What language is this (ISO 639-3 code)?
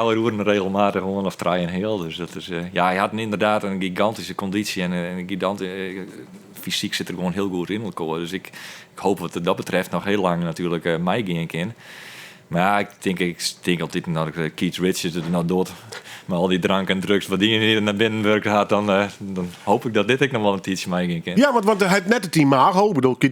fry